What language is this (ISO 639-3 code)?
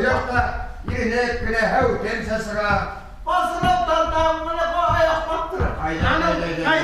bak